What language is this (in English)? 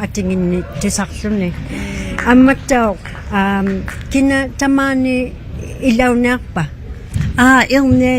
Inuktitut